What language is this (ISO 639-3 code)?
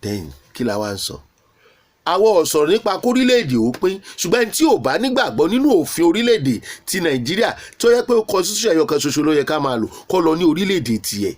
yor